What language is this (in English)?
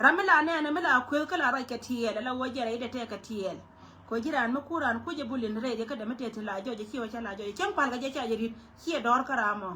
Nuer